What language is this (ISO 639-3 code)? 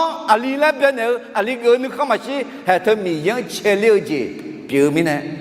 ahk